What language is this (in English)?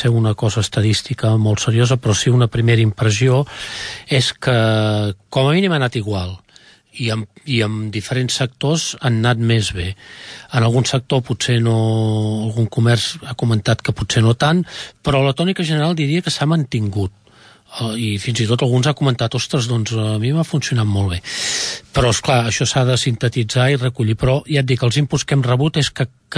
Catalan